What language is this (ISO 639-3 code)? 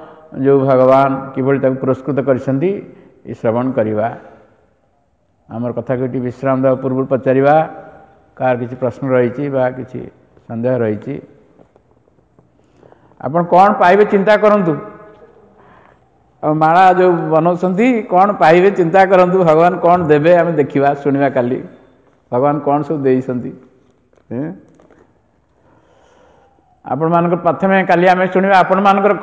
ori